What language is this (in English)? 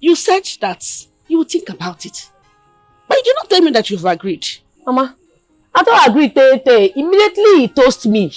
Nigerian Pidgin